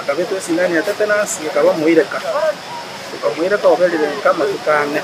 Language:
Gusii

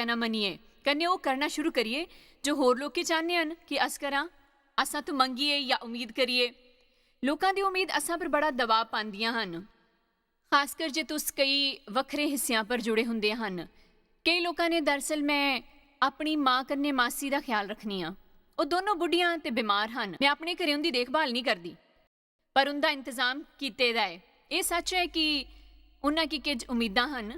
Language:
Dogri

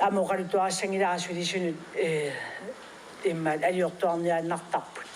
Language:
Kalaallisut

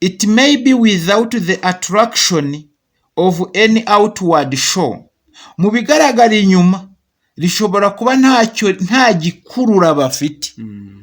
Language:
Kinyarwanda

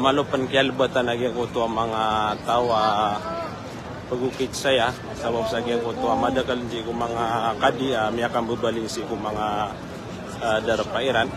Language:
Maranao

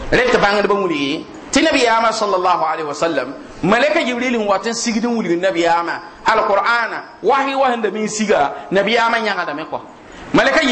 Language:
Mossi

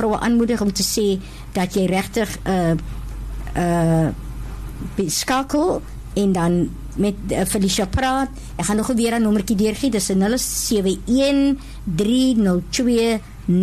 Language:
Afrikaans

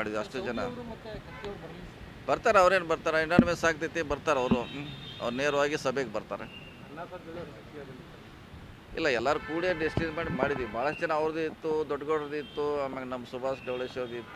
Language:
Kannada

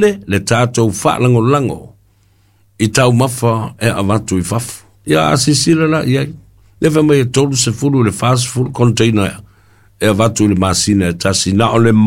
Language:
Samoan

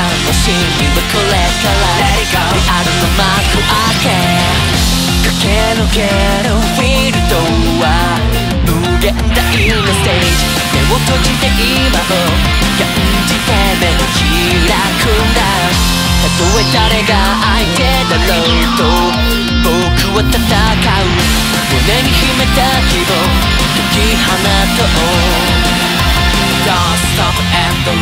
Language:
Japanese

